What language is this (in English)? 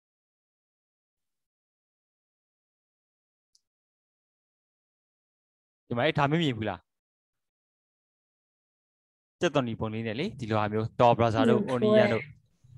Burmese